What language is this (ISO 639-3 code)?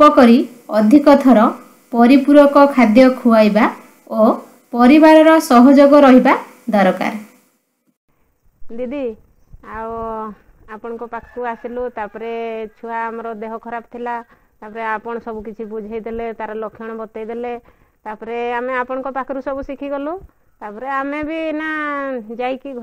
ori